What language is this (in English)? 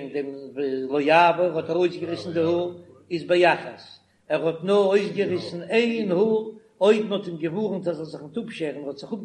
Yiddish